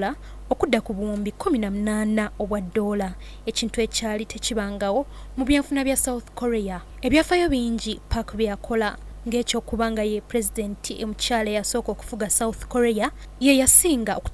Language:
Ganda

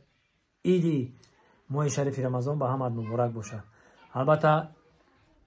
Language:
Tajik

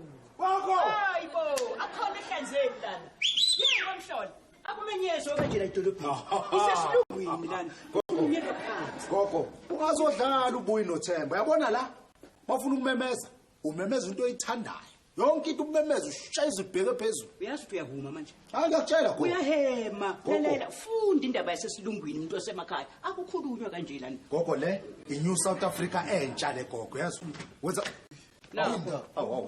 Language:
Zulu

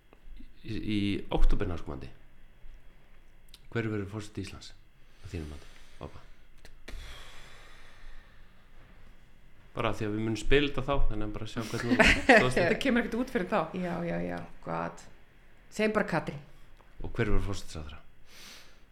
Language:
Icelandic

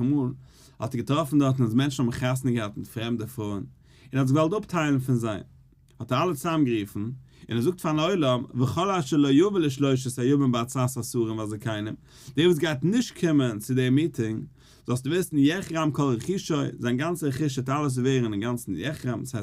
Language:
Yiddish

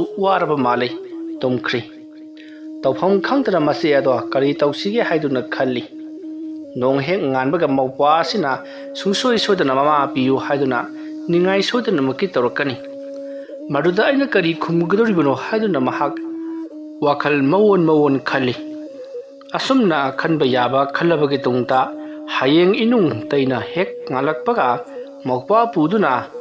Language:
Manipuri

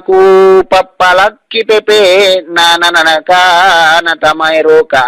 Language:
Makasar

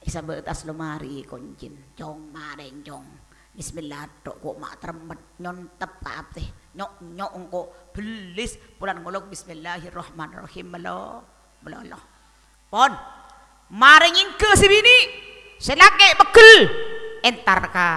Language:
Madurese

